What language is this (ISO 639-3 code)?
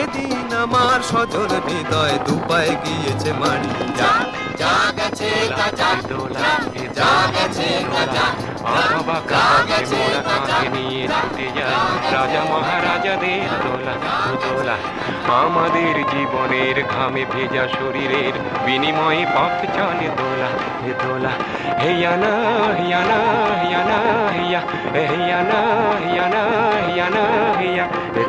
ben